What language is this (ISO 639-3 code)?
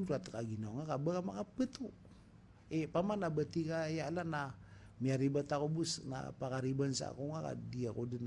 mrw